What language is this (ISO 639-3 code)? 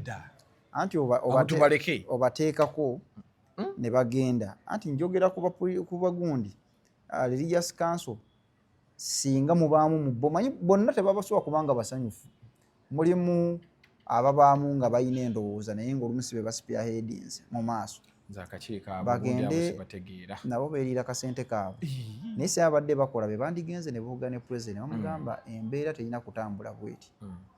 lug